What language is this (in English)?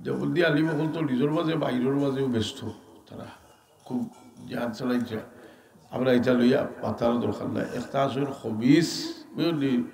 Sylheti